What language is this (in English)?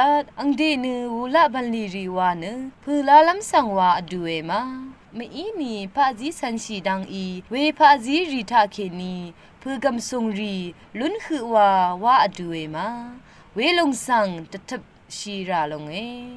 Rawang